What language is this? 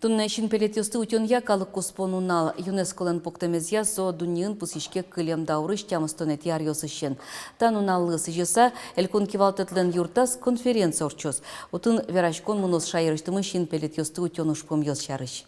Udmurt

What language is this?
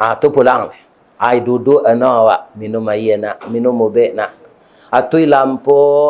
Minangkabau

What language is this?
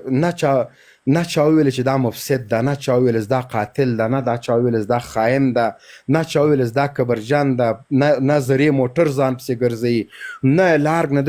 Pashto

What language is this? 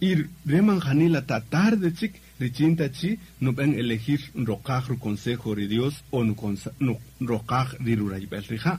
Kaqchikel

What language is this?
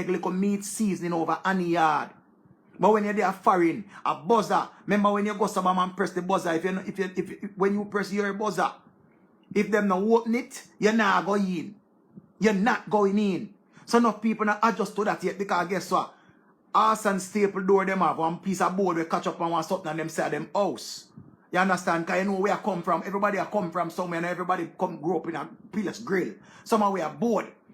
Jamaican Creole English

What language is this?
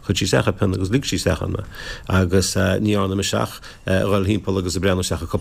Irish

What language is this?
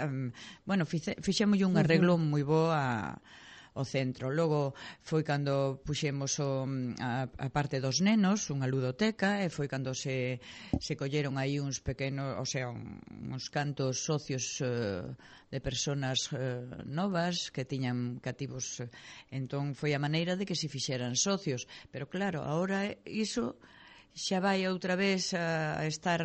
Galician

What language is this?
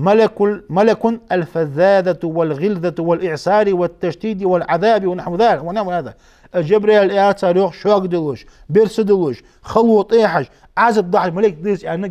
Ingush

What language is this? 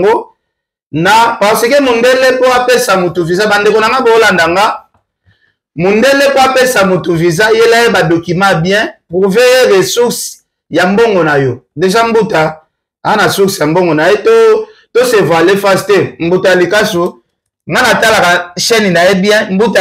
Lingala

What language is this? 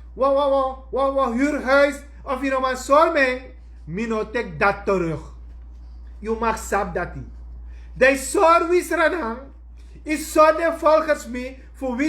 Sranan Tongo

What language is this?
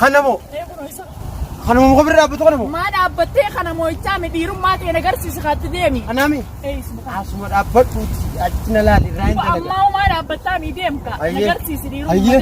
Oromo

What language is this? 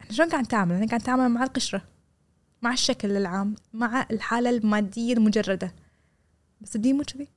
Gulf Arabic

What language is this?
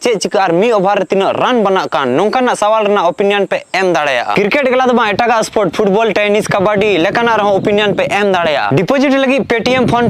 Santali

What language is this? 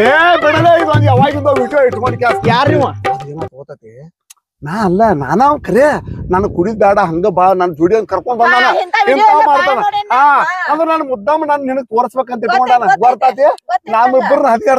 Kannada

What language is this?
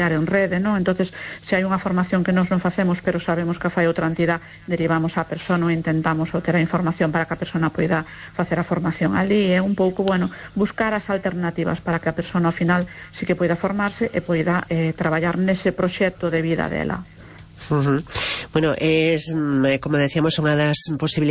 Galician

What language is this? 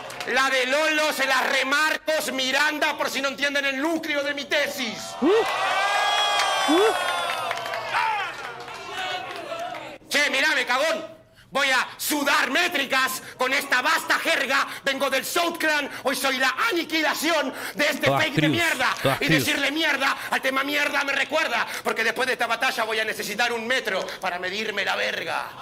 Spanish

